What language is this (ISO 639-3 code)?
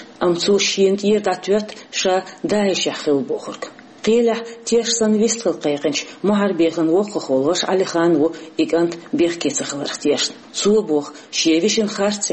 che